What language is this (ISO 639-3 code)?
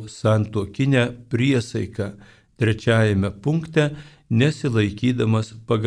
lit